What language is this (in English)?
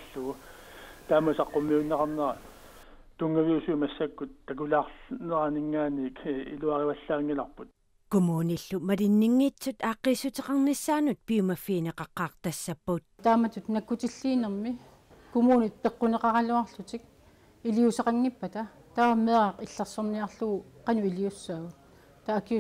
Kalaallisut